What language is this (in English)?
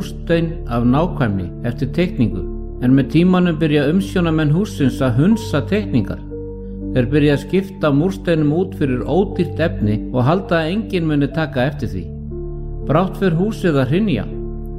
Icelandic